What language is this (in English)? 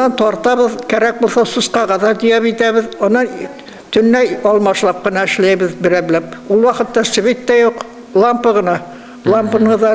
Bashkir